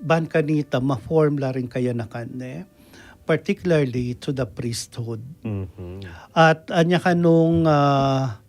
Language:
Pampanga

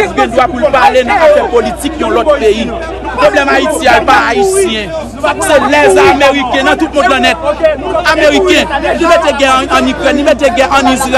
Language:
Haitian Creole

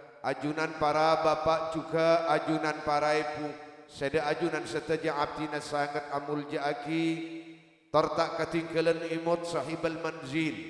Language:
Madurese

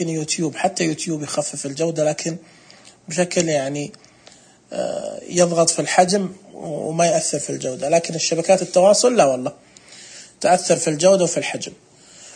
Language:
Najdi Arabic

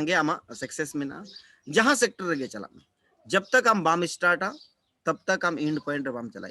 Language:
Santali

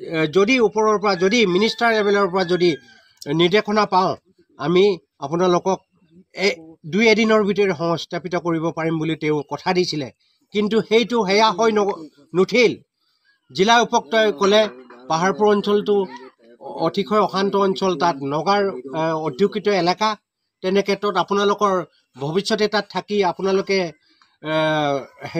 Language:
Assamese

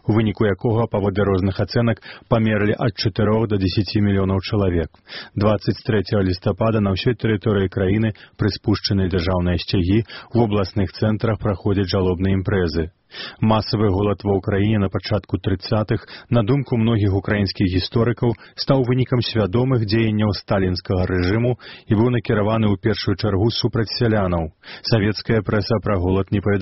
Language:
Belarusian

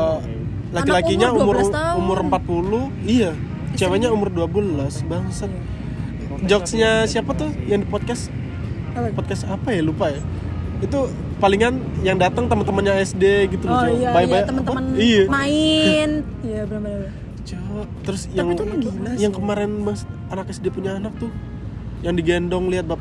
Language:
Indonesian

